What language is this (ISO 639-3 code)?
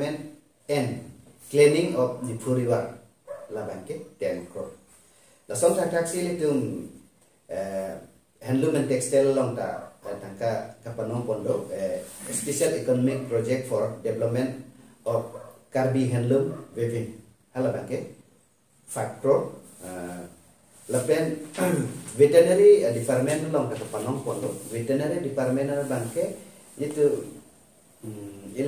mjw